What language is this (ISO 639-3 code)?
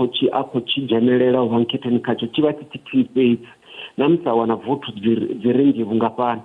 ven